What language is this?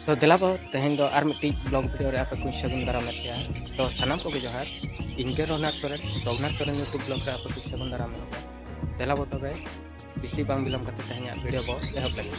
Santali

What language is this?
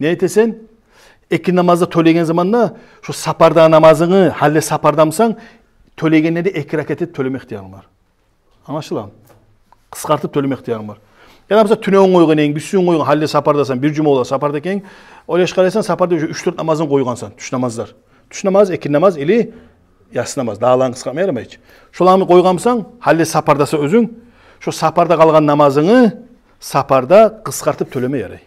Kumyk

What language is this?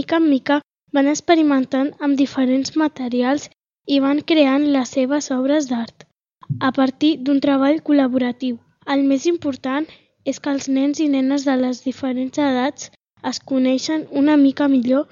Catalan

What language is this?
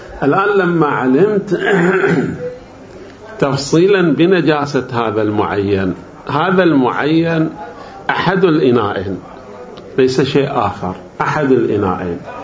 Arabic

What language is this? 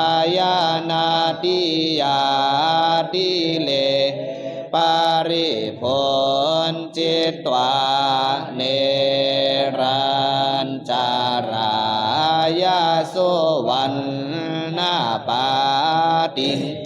Pali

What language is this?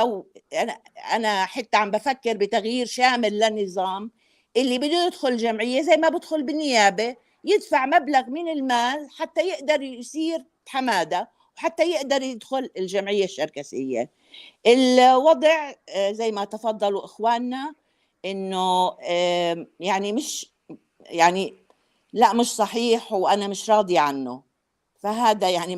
North Levantine Arabic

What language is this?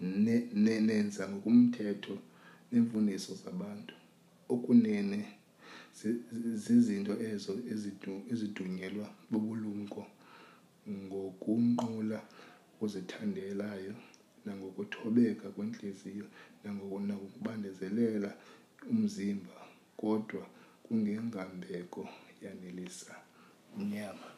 Xhosa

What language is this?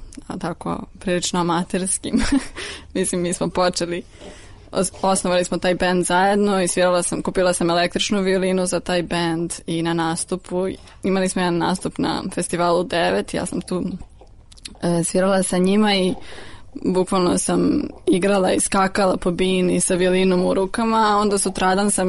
Serbian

